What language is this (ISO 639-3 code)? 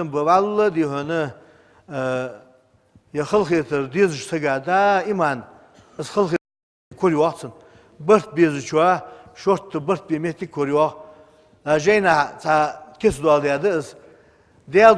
inh